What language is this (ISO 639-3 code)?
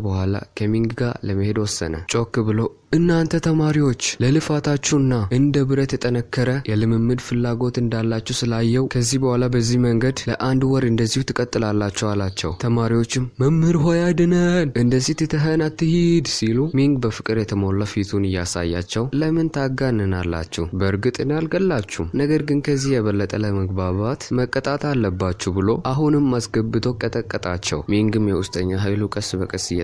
amh